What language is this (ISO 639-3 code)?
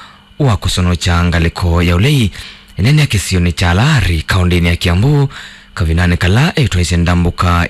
kam